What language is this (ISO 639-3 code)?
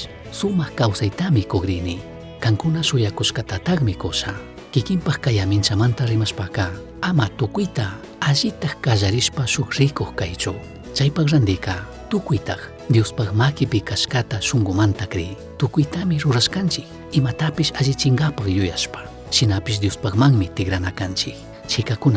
qug